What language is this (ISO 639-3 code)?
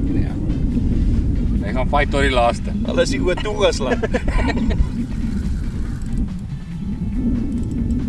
afr